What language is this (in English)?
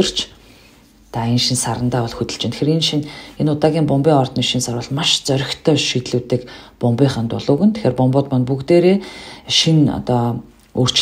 Mongolian